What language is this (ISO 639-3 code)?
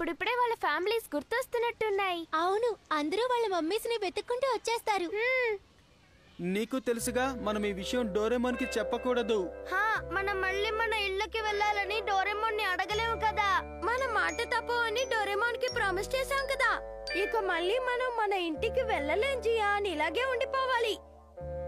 tel